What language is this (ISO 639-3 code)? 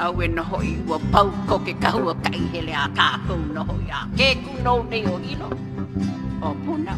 haw